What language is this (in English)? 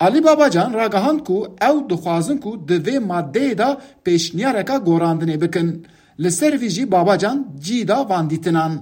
Kurdish